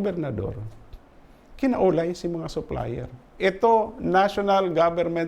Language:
Bikol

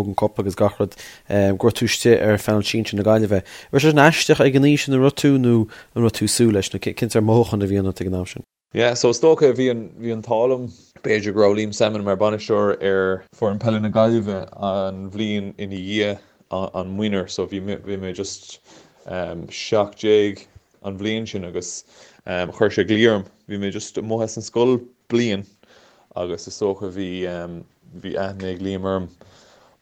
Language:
Irish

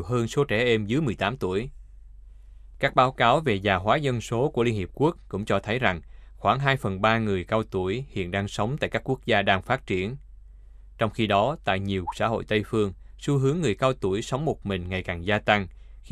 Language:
Vietnamese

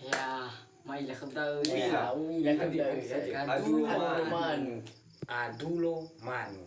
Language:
Nias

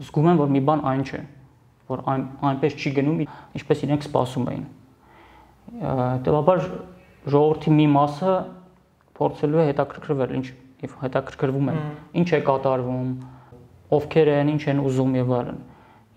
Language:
Armenian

